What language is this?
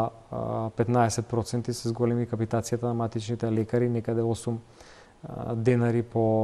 Macedonian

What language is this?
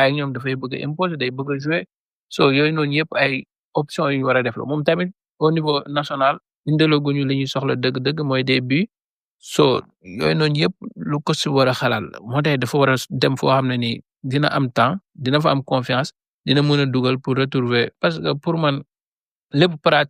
Wolof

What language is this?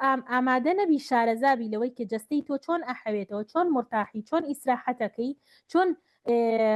Central Kurdish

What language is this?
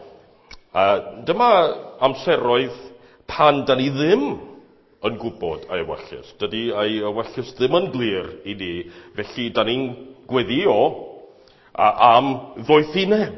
Welsh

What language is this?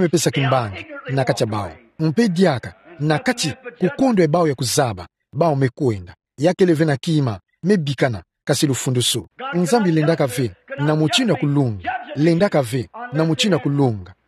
Kituba (Democratic Republic of Congo)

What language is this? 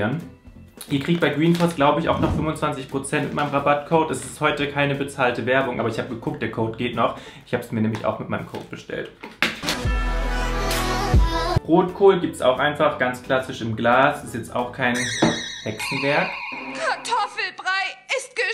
German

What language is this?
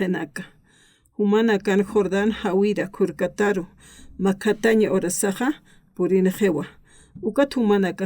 Aymara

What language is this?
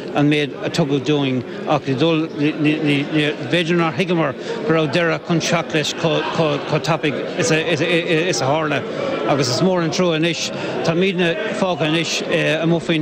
Irish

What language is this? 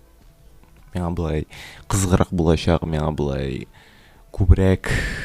Tatar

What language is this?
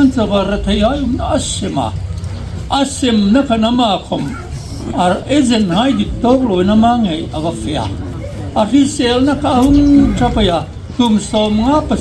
Hmar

